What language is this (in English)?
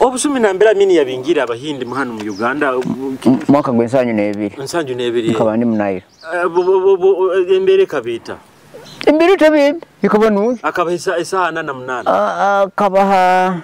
Nyoro